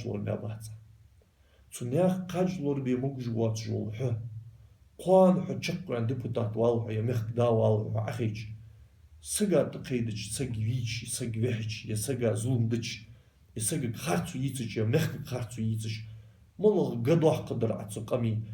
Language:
Ingush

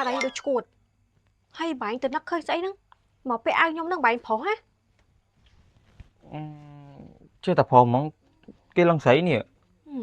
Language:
Khmer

